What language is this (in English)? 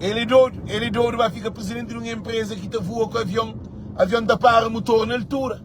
Kabuverdianu